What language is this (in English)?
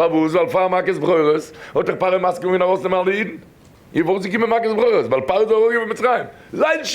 Yiddish